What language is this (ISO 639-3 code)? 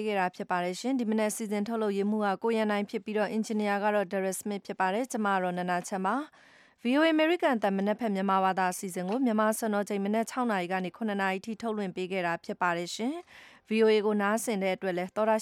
mya